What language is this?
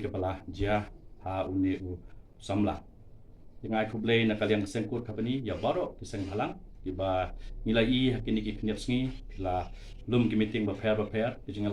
Khasi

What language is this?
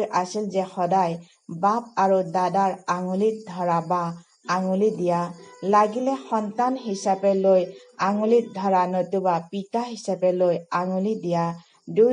Assamese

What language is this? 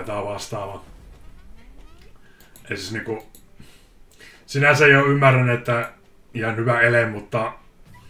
Finnish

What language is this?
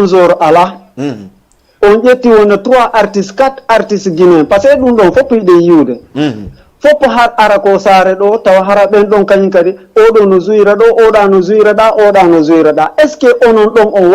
Fula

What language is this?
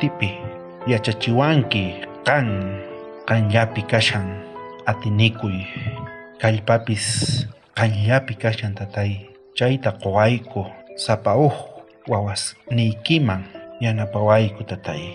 South Bolivian Quechua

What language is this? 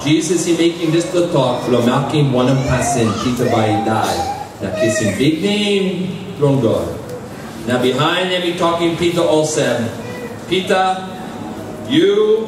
Tok Pisin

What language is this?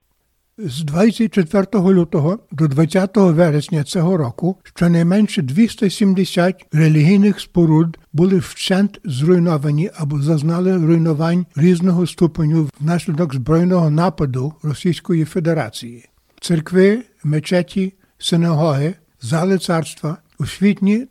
Ukrainian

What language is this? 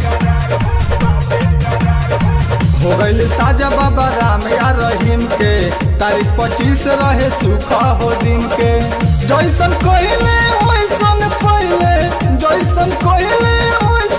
Bhojpuri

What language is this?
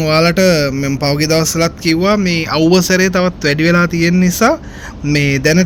Sinhala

